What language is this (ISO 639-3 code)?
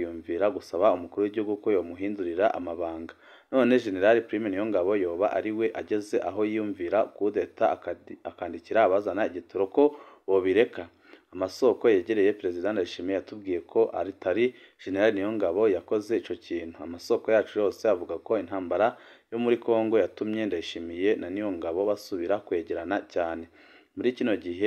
run